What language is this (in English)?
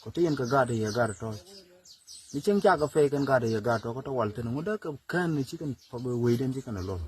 Nuer